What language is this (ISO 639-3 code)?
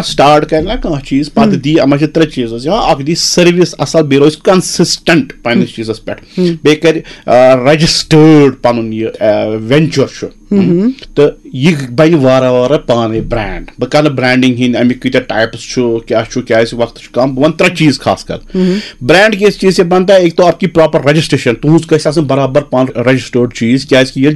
kas